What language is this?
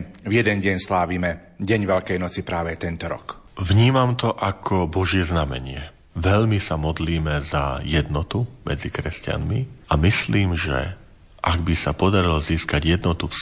Slovak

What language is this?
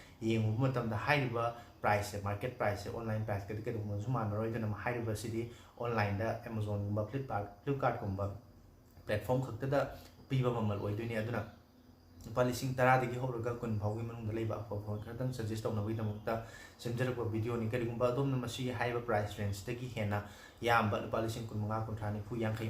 Manipuri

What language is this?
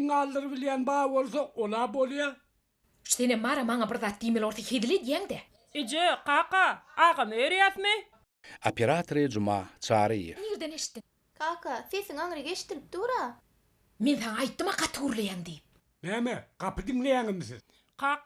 Turkmen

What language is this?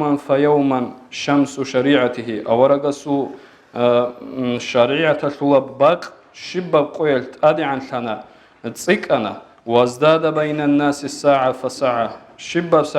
Avaric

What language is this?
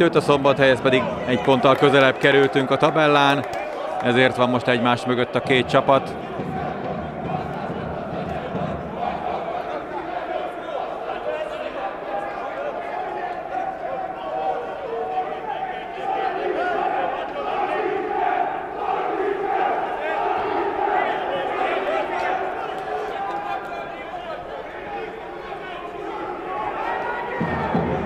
Hungarian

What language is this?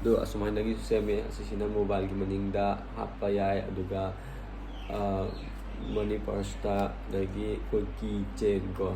Manipuri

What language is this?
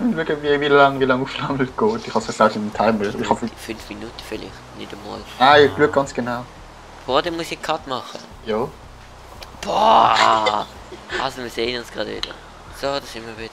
Swiss German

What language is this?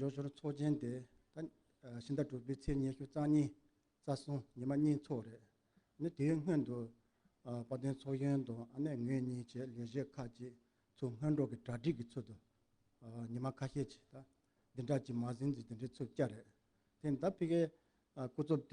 Tibetan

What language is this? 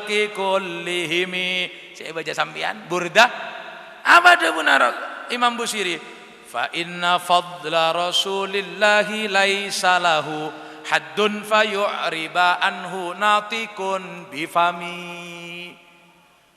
Madurese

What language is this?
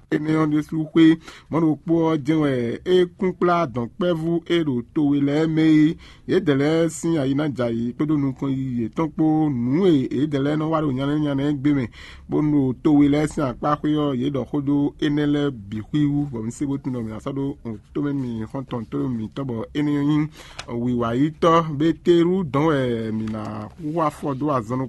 Fon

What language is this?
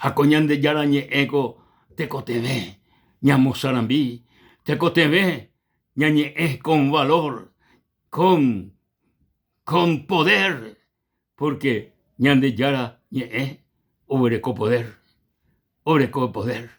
Guarani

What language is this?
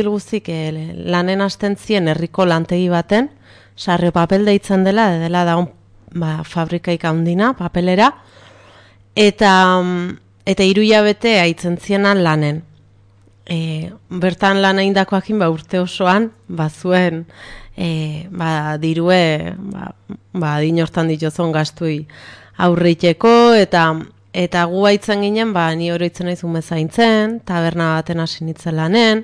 Basque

